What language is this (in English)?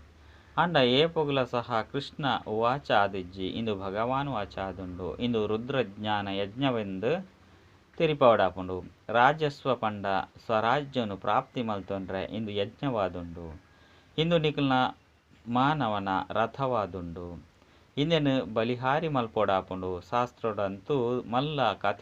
Tulu